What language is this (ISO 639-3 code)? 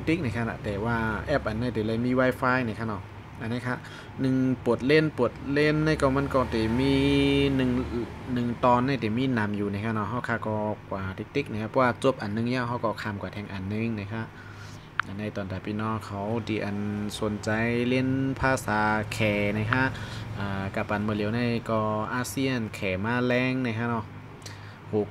shn